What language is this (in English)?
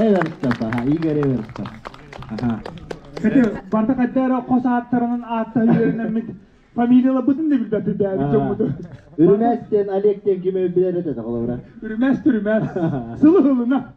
Yakut